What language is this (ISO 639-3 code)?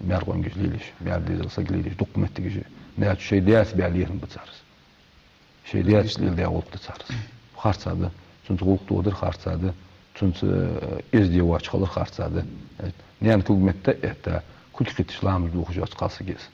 inh